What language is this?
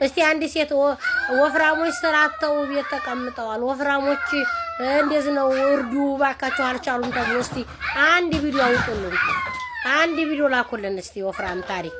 Amharic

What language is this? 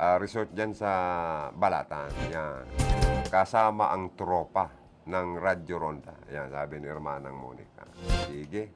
Bikol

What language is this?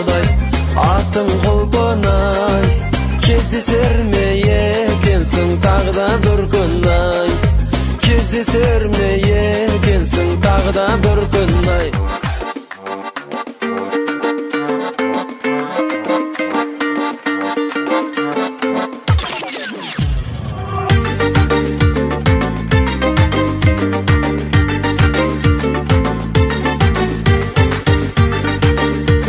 Kazakh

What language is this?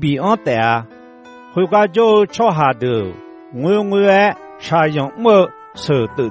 Akha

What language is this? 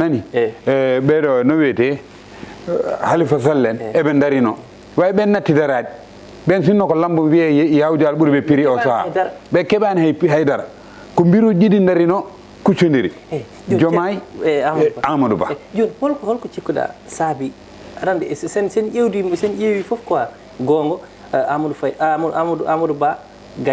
Fula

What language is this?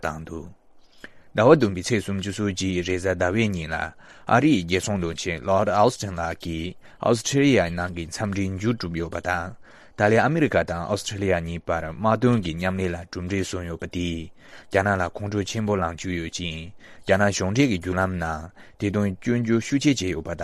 Tibetan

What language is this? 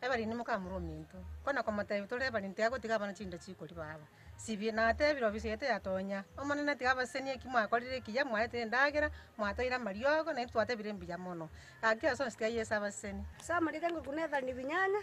Gusii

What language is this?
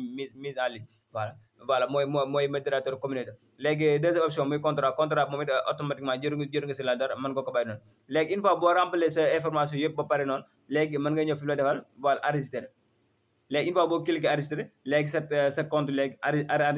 Wolof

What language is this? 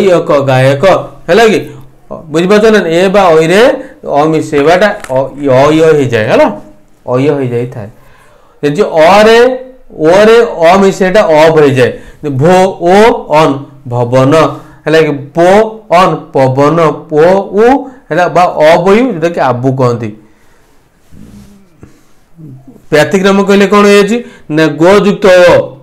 Odia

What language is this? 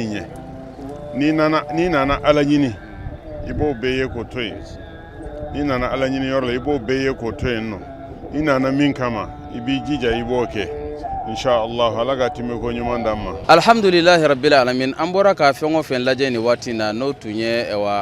Bambara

